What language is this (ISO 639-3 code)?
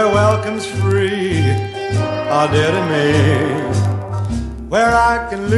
eng